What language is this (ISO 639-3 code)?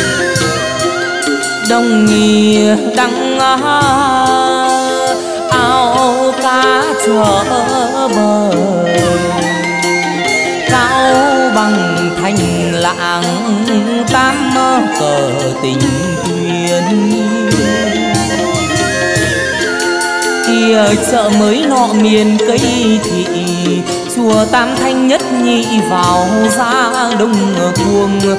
vie